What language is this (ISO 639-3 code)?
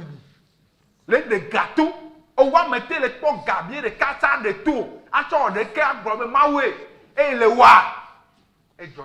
ewe